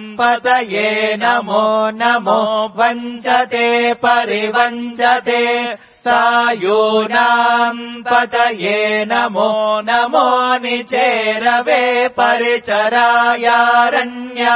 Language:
Sanskrit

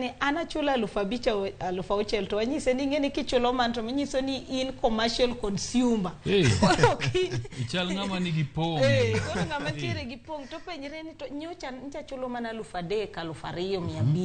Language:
Luo (Kenya and Tanzania)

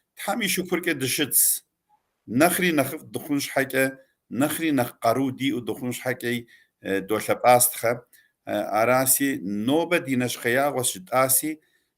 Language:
Kabardian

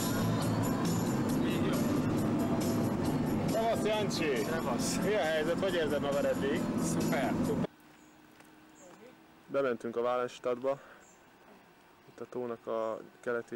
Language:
Hungarian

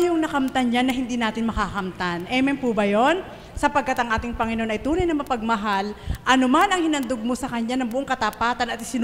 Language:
Filipino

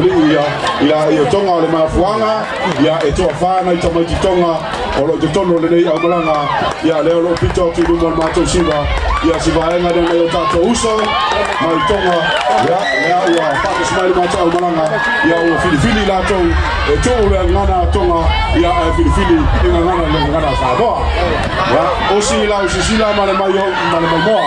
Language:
Samoan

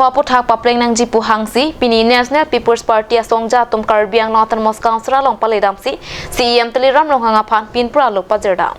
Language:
Karbi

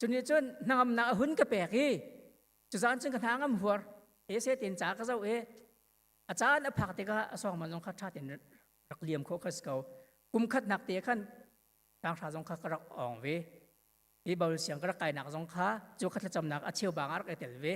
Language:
Hakha Chin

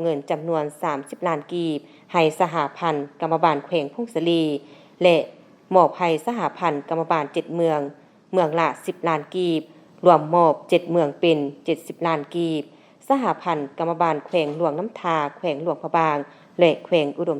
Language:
Lao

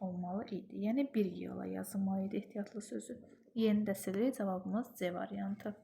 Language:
Azerbaijani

